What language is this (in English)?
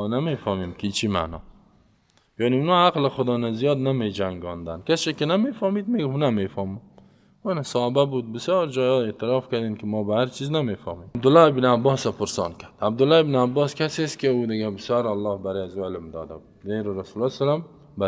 Persian